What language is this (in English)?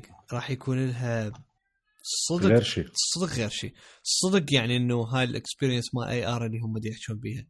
Mesopotamian Arabic